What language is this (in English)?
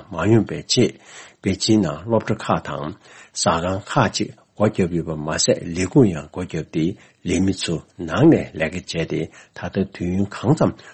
Tibetan